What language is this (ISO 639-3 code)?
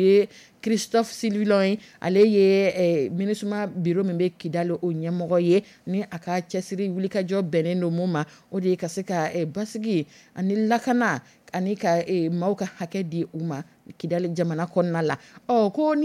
dyu